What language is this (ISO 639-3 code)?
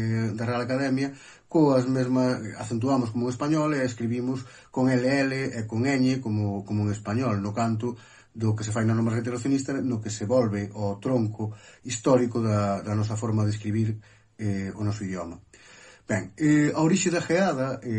glg